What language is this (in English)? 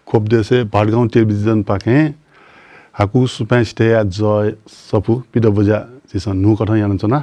Newari